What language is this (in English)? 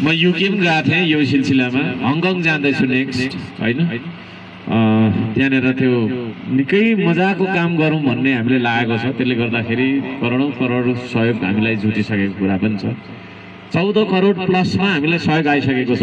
Nepali